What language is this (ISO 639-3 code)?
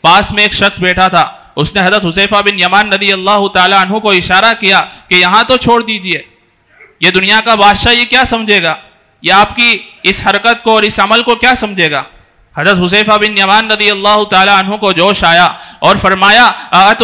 urd